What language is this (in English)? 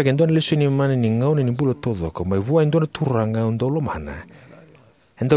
Fijian